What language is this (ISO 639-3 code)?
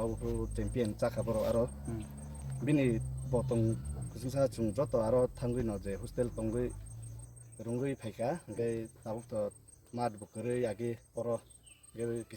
trp